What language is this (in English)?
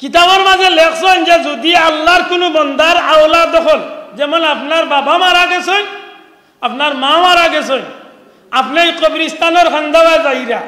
Sylheti